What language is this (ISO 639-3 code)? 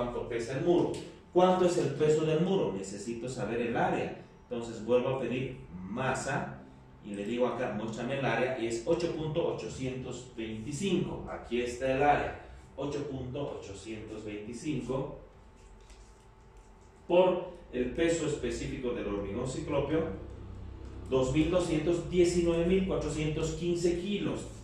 spa